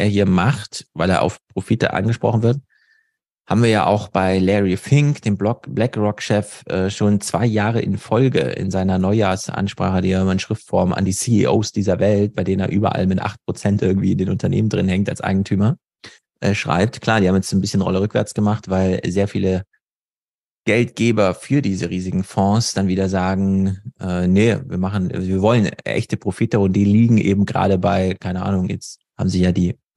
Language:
German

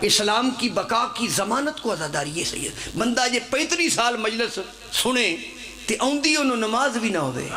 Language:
Pahari-Potwari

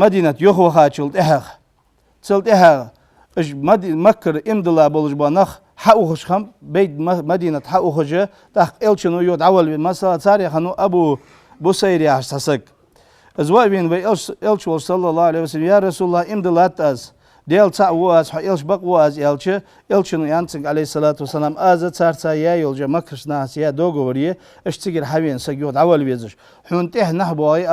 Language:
Ingush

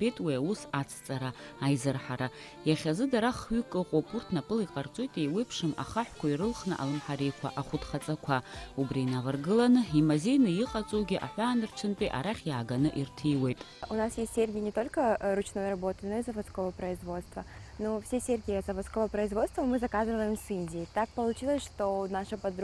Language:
Abkhazian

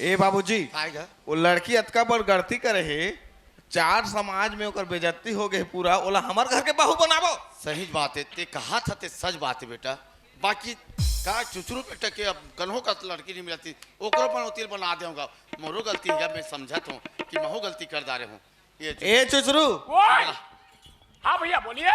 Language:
Chhattisgarhi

